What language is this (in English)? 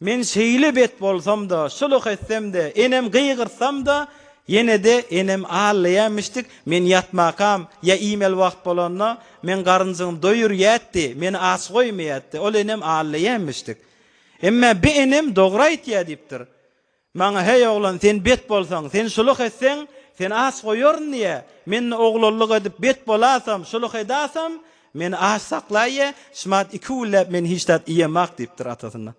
Turkmen